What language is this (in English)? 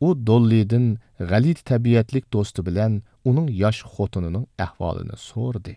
Uyghur